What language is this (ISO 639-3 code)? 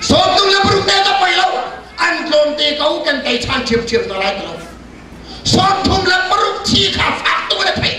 cnh